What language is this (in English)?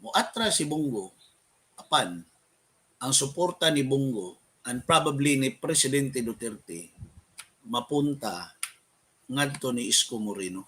Cebuano